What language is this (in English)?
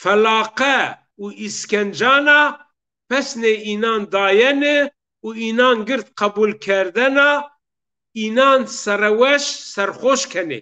Zaza